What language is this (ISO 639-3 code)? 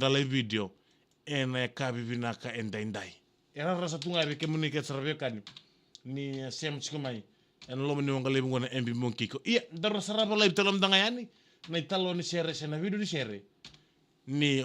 fij